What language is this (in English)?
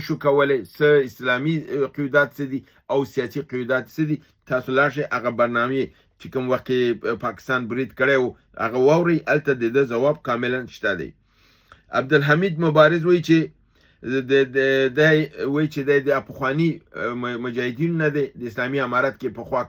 Pashto